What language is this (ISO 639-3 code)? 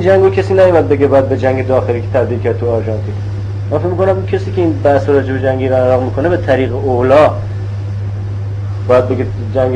fas